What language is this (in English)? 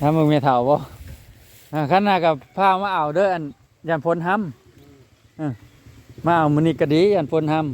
Northeastern Thai